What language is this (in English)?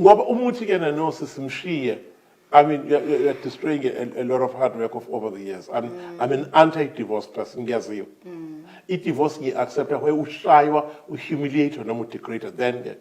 Zulu